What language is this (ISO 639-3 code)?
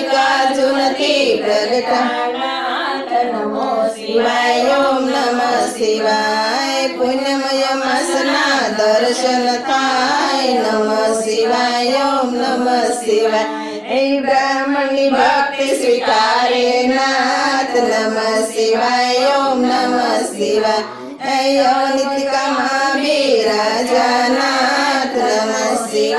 guj